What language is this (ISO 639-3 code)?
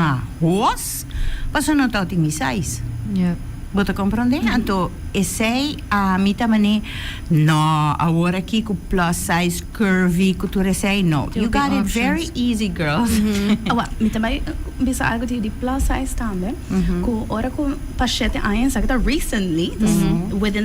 pap